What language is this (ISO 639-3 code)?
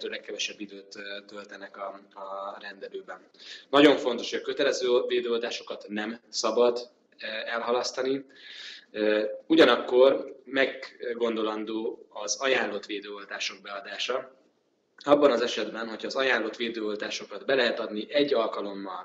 hun